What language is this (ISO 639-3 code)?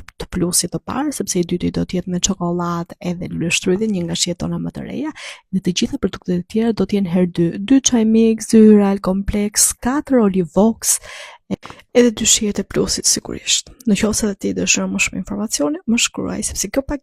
sqi